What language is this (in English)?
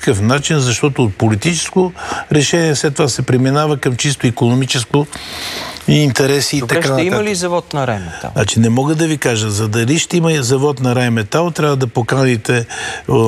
Bulgarian